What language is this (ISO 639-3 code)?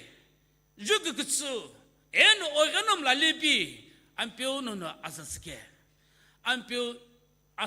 nsm